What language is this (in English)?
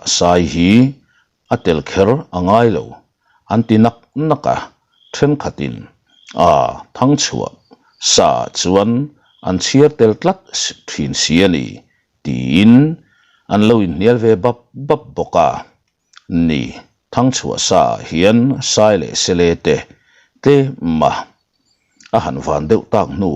Mizo